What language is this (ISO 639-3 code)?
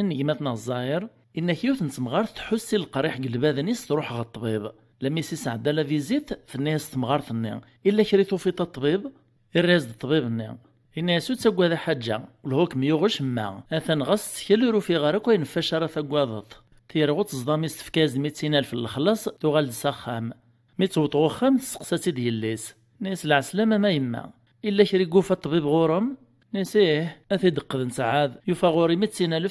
kab